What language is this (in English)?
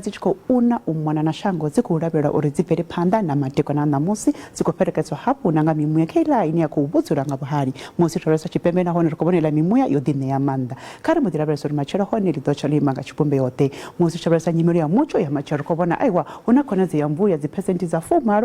Venda